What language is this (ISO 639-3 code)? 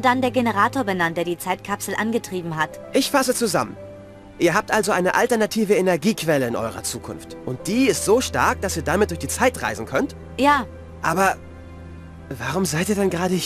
bar